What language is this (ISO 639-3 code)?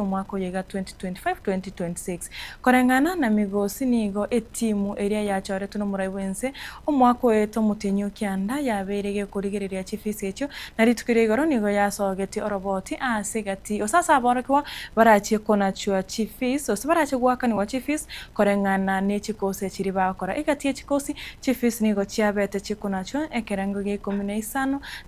guz